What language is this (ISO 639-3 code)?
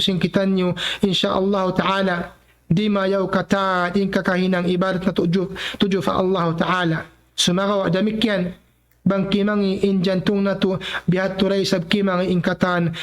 tsg